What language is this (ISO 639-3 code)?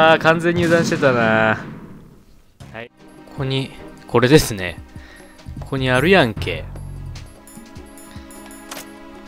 jpn